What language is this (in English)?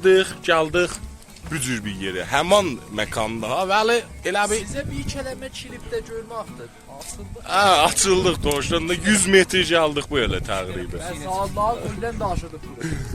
South Azerbaijani